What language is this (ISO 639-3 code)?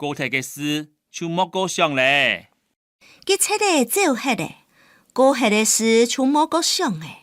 hak